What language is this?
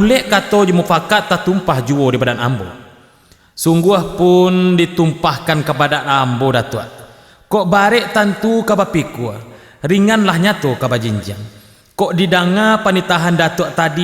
Minangkabau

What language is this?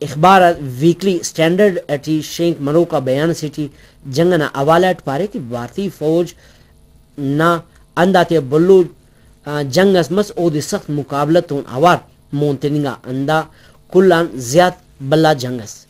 Brahui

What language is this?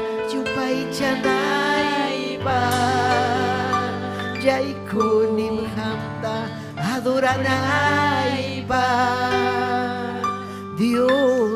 Ayacucho Quechua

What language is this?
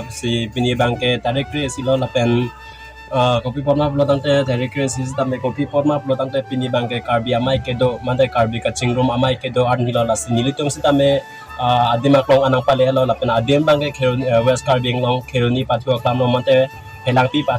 Karbi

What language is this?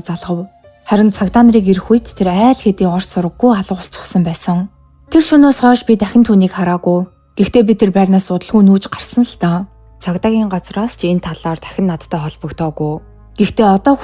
Mongolian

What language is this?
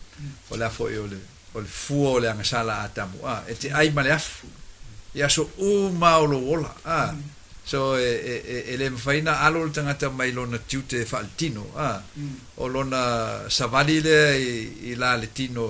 Samoan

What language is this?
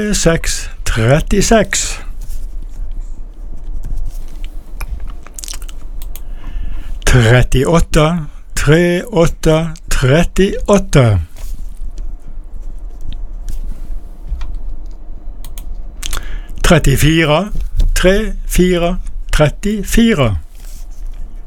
Norwegian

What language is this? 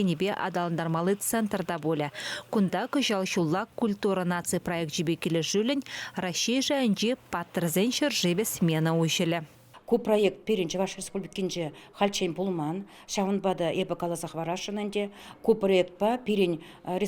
Chuvash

